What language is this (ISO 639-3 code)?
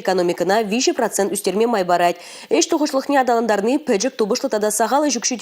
chv